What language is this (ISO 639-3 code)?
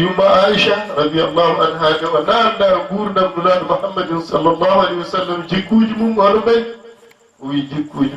ful